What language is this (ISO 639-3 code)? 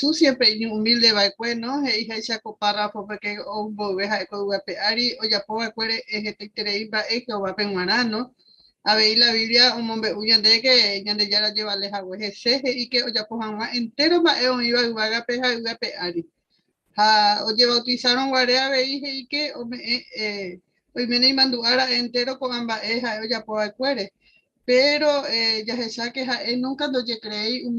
grn